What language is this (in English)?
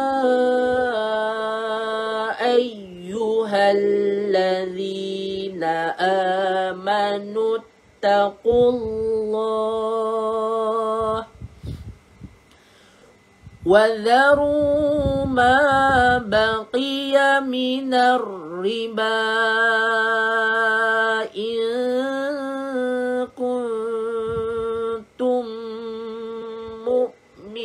Malay